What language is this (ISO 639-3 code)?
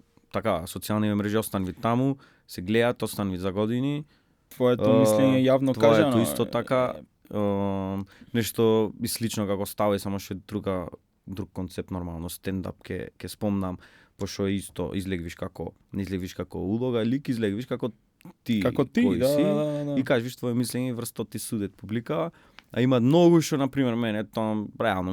mkd